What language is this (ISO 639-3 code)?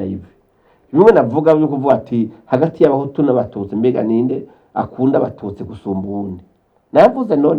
run